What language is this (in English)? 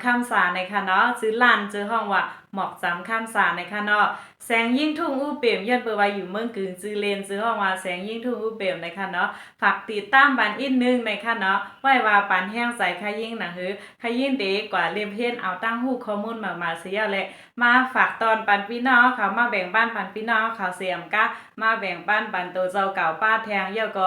Shan